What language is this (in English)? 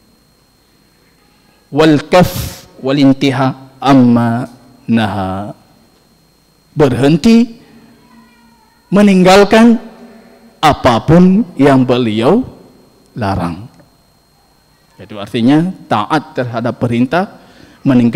Indonesian